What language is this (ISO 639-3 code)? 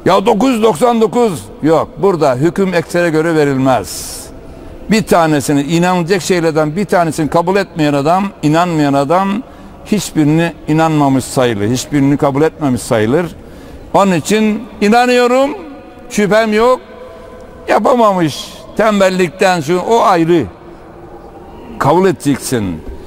tur